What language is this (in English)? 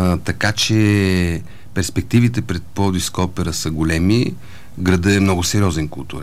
Bulgarian